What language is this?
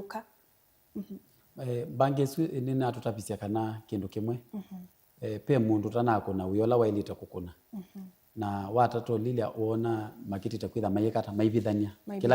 Kamba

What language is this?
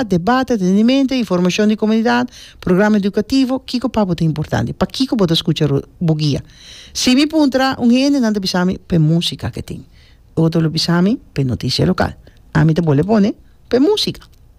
Papiamento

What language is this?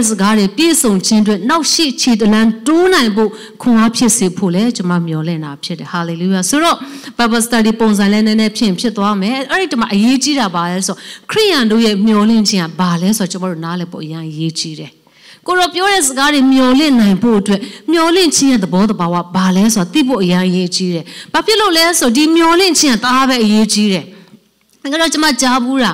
Burmese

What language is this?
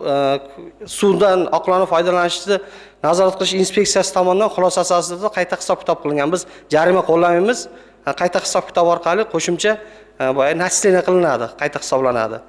Uzbek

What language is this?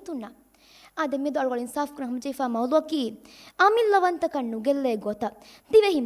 Divehi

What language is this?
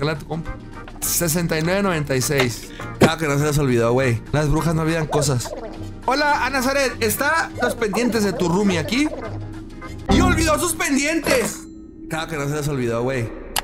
Spanish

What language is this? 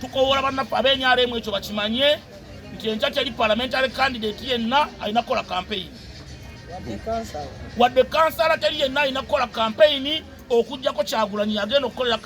Ganda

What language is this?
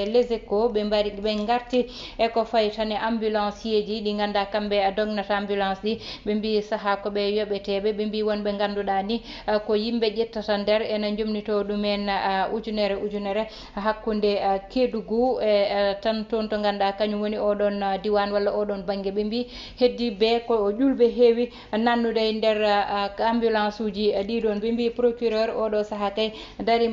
Fula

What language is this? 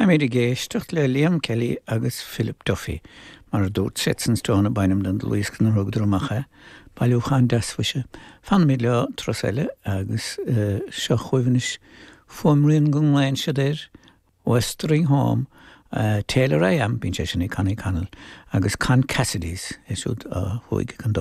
Irish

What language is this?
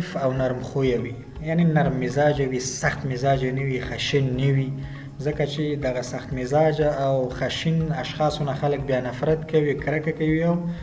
Pashto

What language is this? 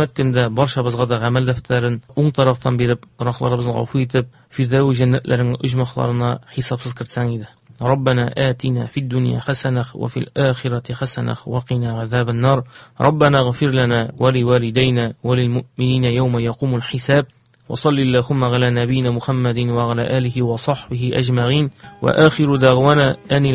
Tatar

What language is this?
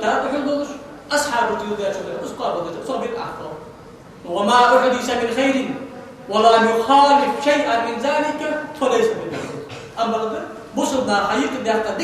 Ingush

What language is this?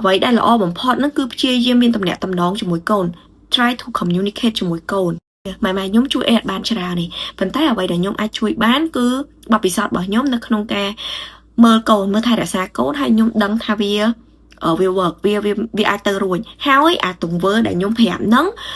Khmer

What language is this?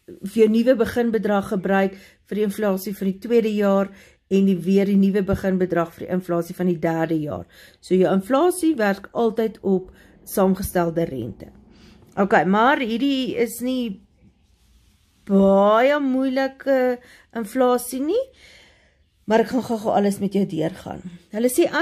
Afrikaans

